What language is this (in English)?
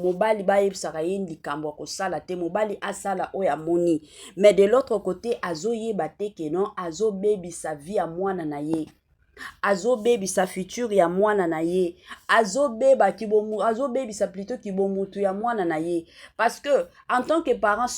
Lingala